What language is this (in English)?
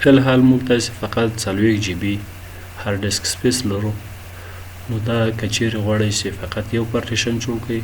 Pashto